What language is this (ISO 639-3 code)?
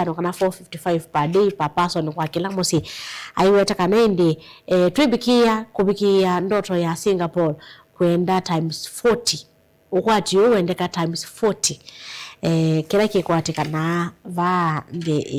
kam